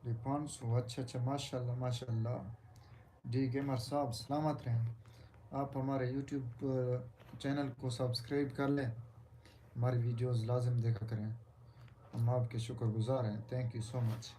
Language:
Saraiki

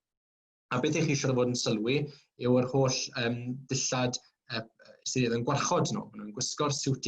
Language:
Welsh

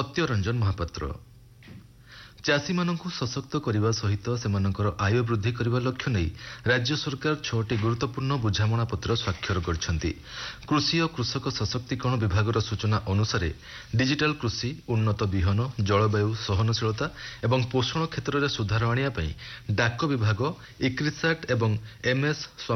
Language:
Odia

